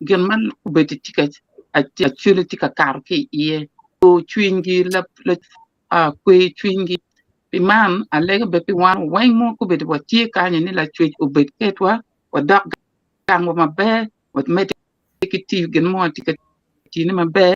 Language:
Acoli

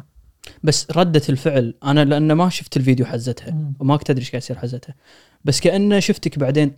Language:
Gulf Arabic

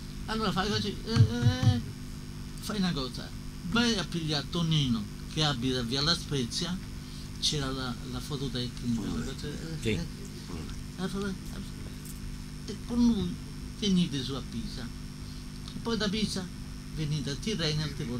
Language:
Italian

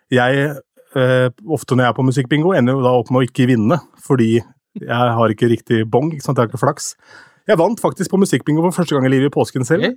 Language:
Norwegian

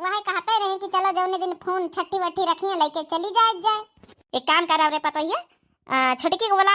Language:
Awadhi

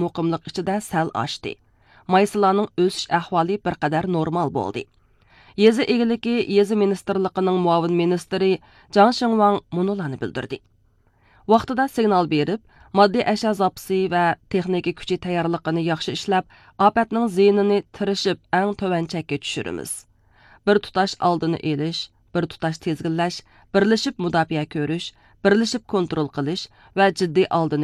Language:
Uyghur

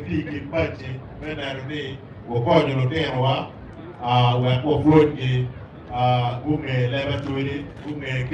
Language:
Acoli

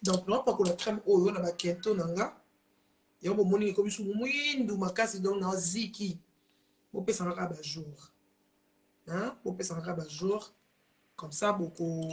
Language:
Lingala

